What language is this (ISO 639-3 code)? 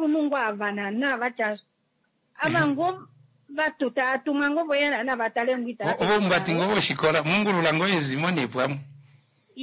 kua